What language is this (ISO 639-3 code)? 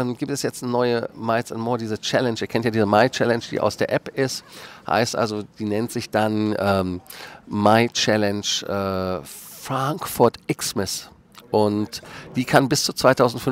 deu